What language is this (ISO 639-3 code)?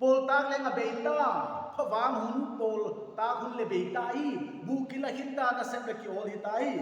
pck